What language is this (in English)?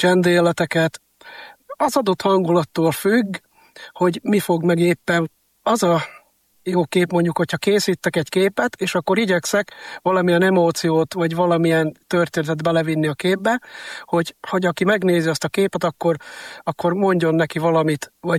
Hungarian